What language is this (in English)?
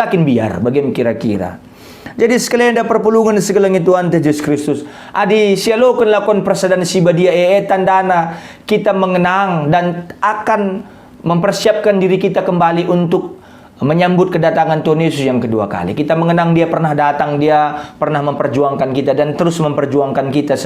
Batak Karo